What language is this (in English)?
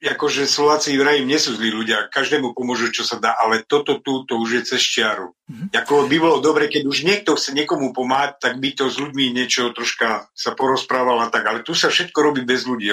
Slovak